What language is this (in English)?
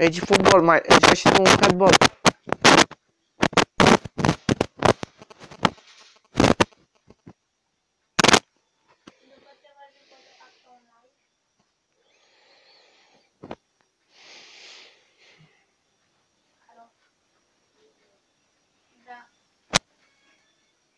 Romanian